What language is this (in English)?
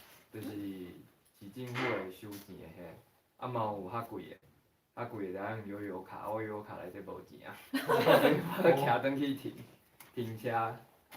Min Nan Chinese